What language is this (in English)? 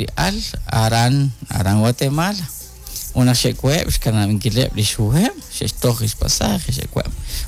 Kekchí